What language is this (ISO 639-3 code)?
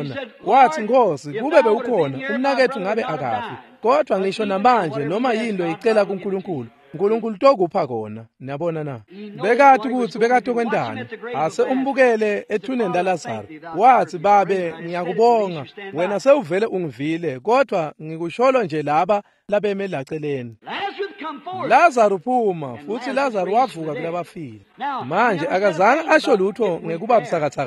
ssw